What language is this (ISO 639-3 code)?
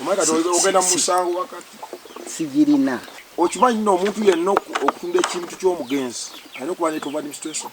lug